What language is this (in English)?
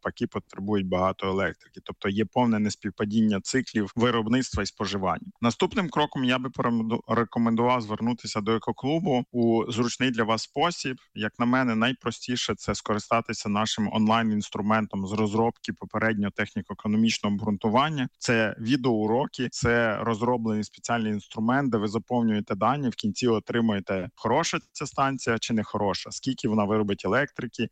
Ukrainian